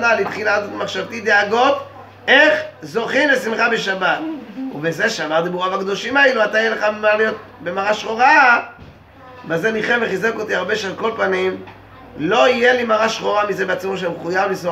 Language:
Hebrew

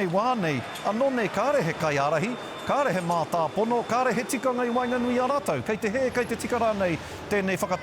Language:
Māori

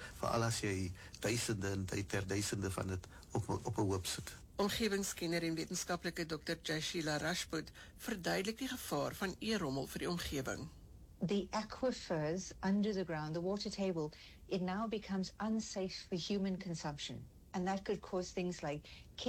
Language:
Afrikaans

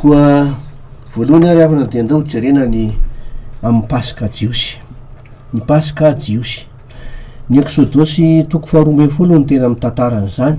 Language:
Malagasy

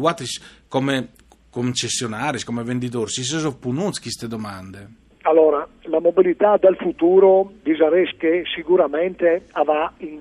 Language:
Friulian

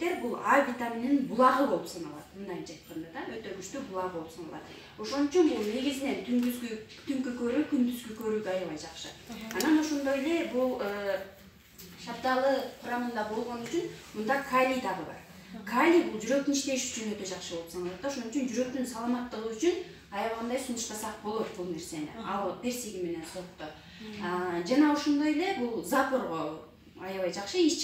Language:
Kyrgyz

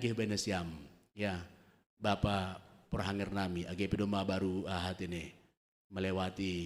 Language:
Batak Simalungun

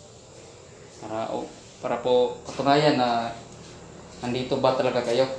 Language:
Filipino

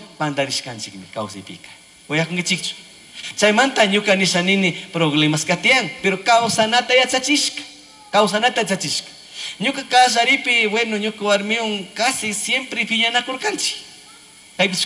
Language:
Chimborazo Highland Quichua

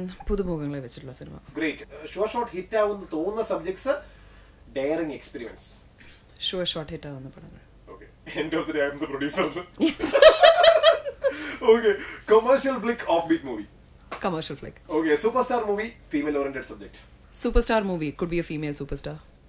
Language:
Malayalam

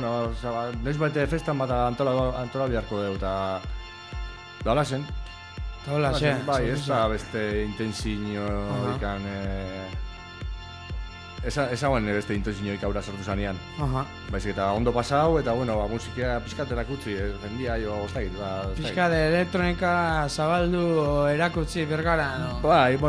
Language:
Basque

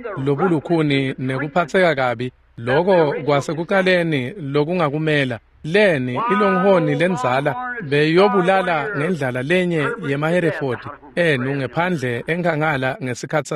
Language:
Swati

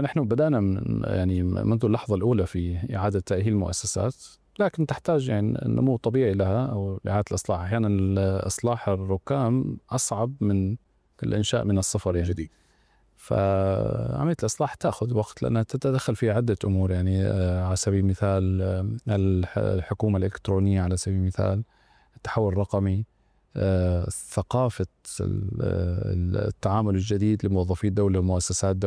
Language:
Arabic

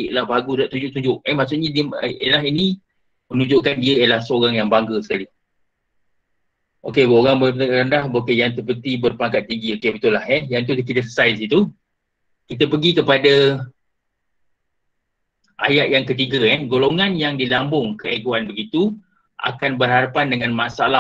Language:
Malay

